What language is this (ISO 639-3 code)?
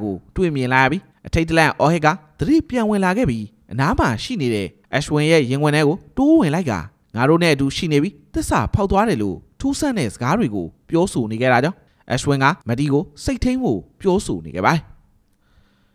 mya